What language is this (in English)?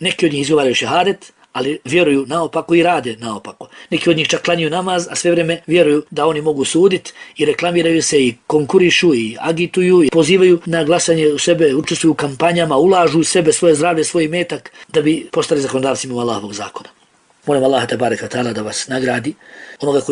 Bosnian